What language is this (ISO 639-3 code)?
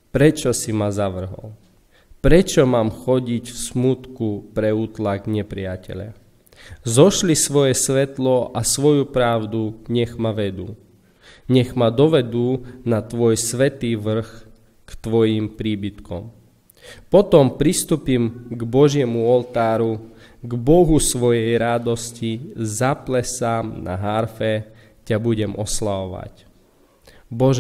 slk